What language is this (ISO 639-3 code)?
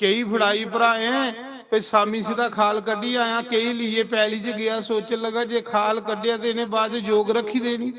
doi